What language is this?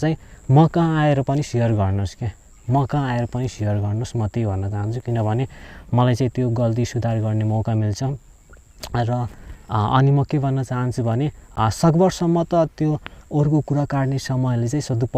Nepali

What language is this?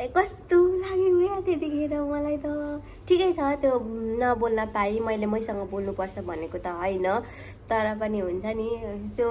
Nepali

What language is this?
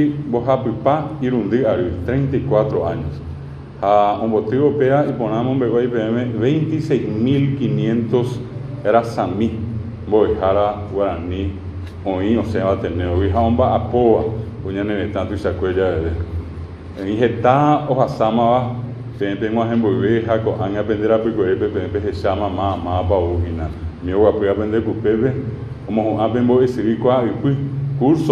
Guarani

